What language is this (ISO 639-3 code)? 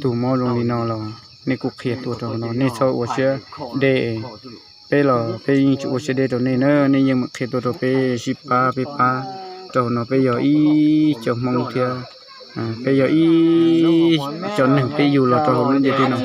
hmn